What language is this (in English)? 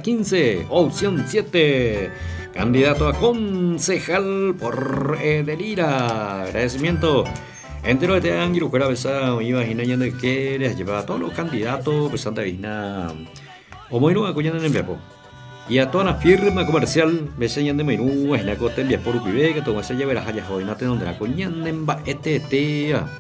Guarani